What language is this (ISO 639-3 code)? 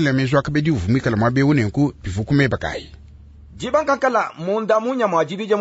lua